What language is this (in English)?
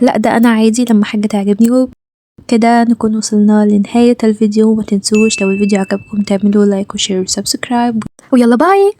Egyptian Arabic